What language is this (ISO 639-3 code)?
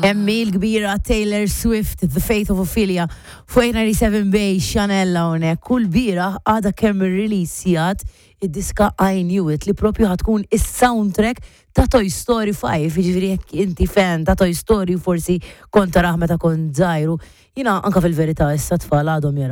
mlt